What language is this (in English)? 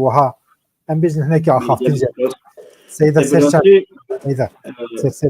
Kurdish